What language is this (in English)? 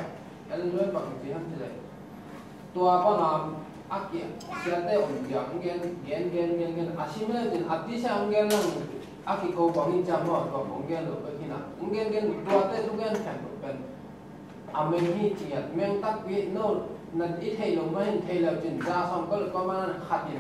Tedim Chin